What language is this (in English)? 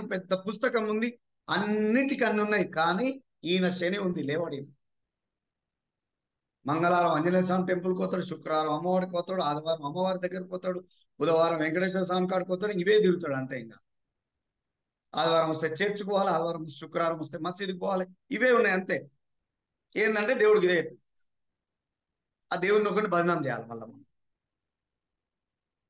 Telugu